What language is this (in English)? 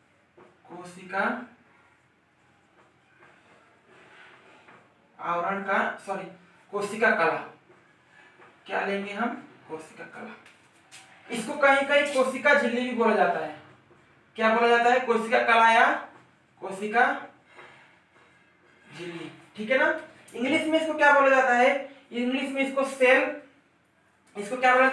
Hindi